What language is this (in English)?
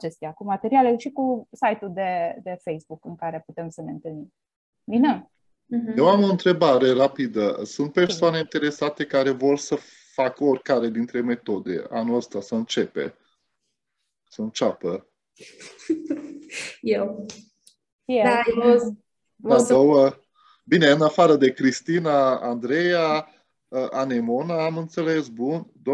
Romanian